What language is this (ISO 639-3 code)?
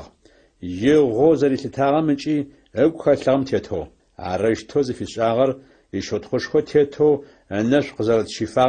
ady